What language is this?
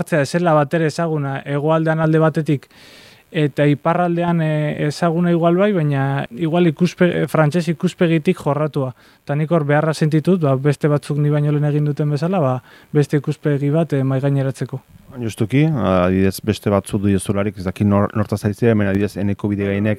Basque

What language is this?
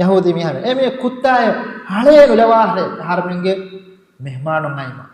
Divehi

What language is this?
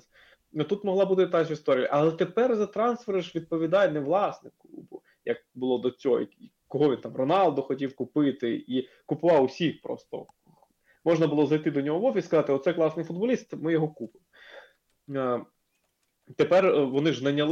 Ukrainian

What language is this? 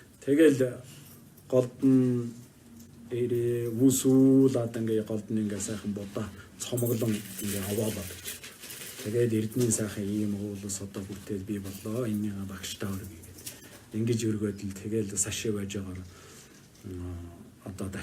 Mongolian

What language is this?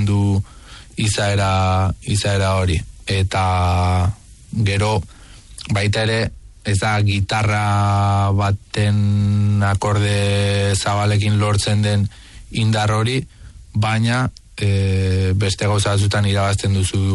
Basque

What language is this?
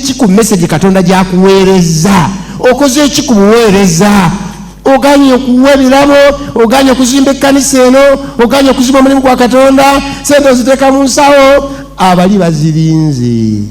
Ganda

